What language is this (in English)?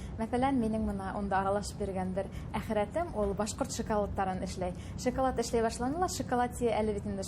Bashkir